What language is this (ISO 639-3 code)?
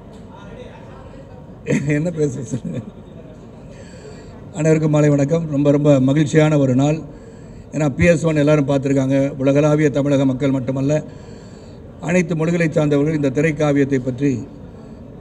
tam